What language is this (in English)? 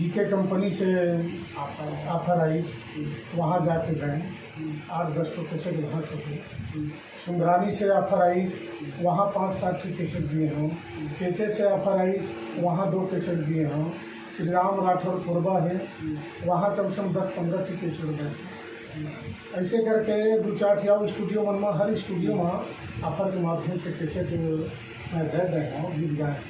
Chhattisgarhi